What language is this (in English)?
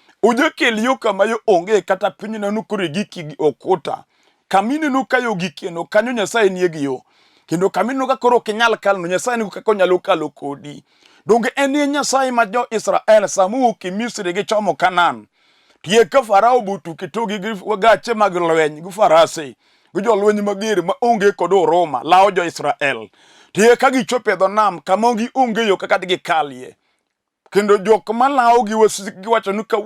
Luo (Kenya and Tanzania)